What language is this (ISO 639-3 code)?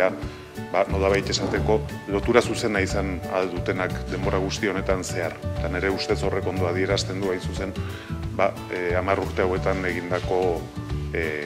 eus